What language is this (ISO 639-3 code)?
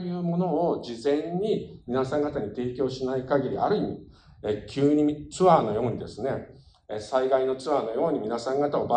jpn